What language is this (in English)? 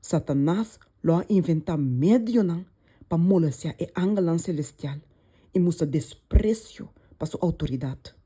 Papiamento